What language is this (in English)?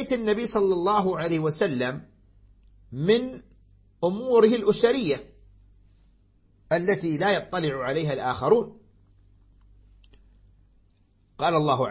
Arabic